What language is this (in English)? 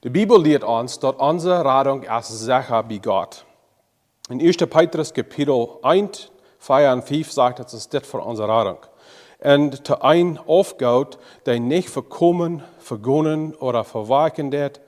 Plautdietsch